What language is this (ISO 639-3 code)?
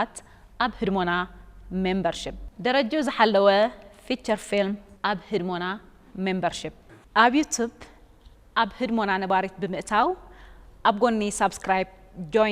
tir